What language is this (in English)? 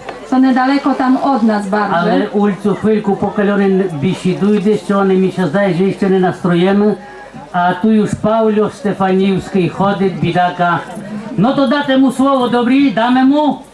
Rusyn